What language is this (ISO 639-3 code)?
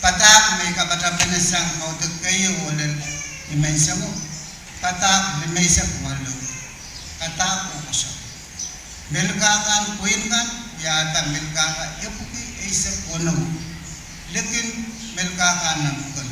pon